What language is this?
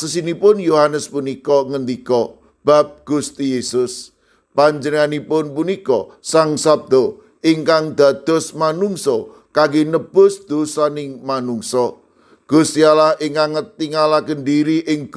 Javanese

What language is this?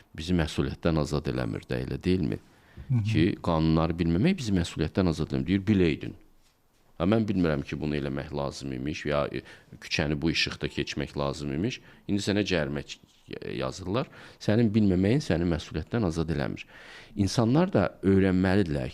Azerbaijani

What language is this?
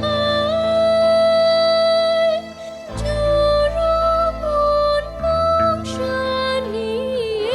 Kachin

